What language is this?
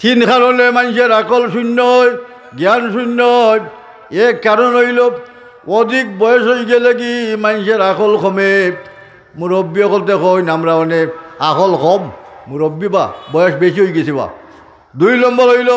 Sylheti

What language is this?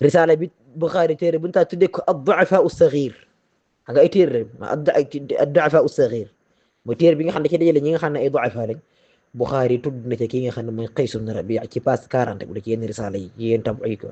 Wolof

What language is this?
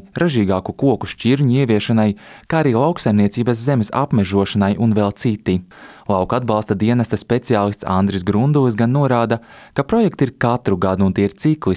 Latvian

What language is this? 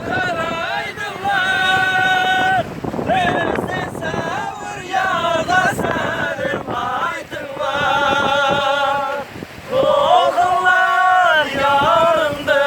Kara-Kalpak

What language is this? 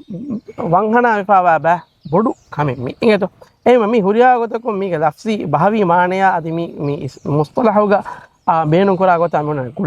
Divehi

